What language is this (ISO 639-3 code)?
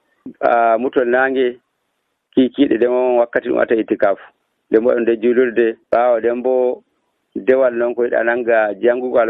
fuv